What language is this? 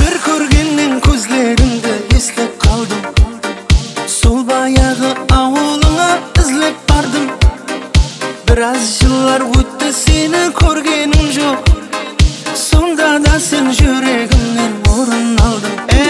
Kazakh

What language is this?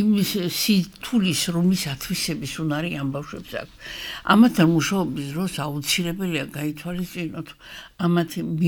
Georgian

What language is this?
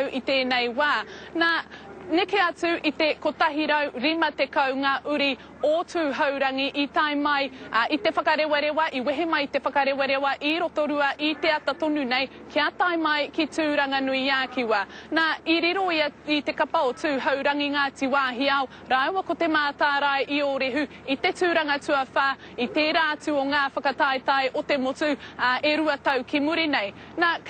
Māori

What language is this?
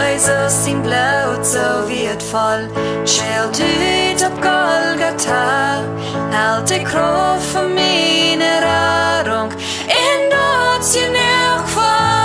Plautdietsch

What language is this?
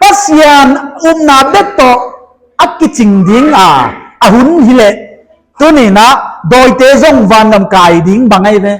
Paite Chin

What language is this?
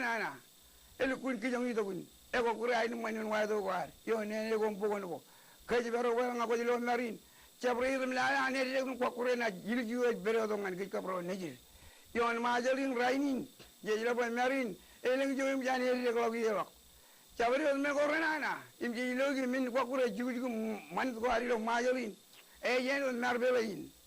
Marshallese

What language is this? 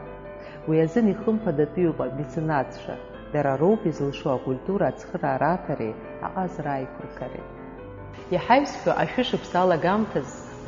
Abkhazian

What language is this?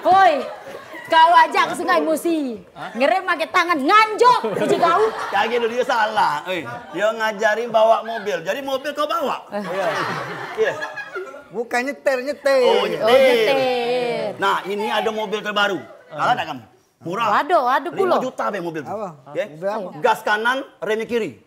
Musi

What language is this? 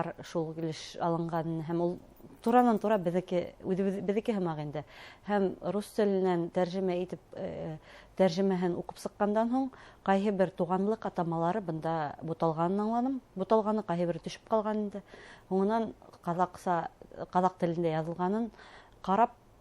Bashkir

